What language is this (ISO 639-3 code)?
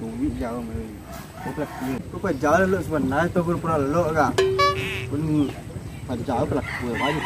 min